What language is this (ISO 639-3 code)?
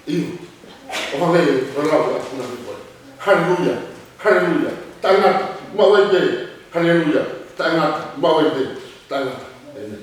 ton